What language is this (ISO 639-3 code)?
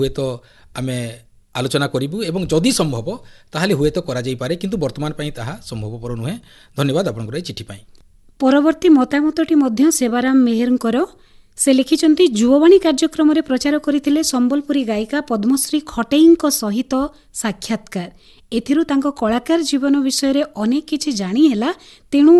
ori